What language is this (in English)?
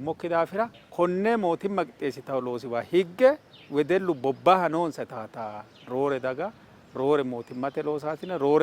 Sidamo